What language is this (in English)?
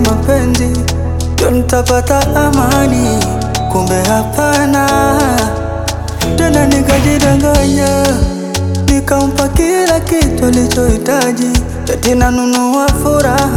Swahili